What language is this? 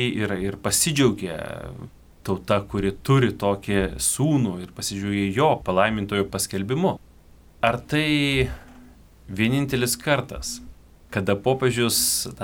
Lithuanian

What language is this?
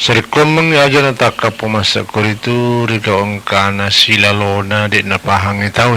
Buginese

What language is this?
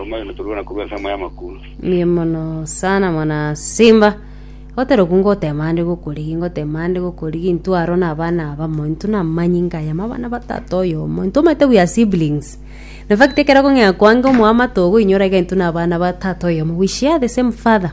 Gusii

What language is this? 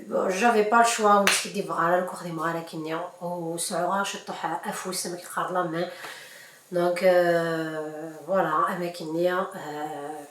Kabyle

